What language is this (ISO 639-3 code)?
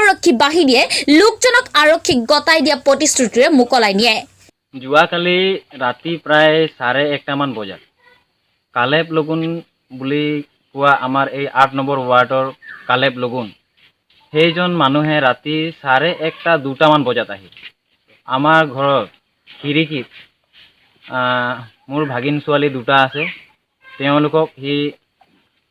asm